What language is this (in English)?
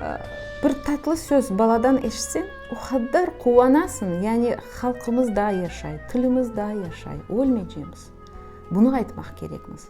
Crimean Tatar